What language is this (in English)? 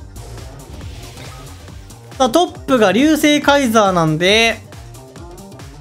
Japanese